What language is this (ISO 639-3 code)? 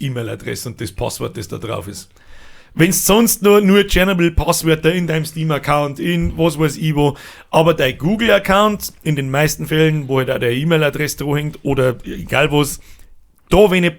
bar